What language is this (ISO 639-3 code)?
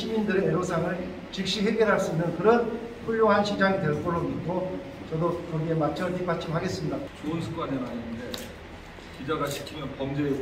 kor